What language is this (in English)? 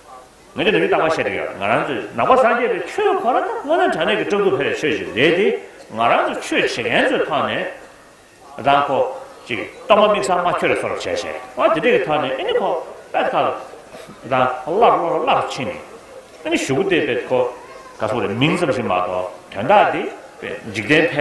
Tibetan